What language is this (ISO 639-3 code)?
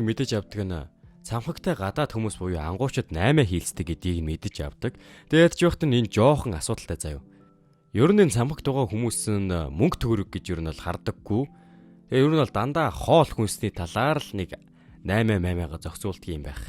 mon